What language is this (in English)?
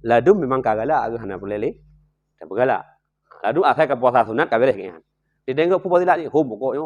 Achinese